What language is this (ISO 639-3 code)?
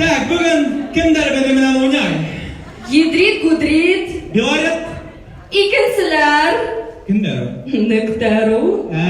bak